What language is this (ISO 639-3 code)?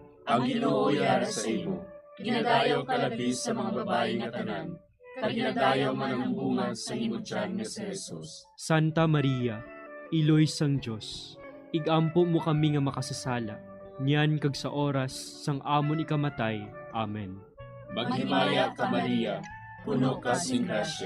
hil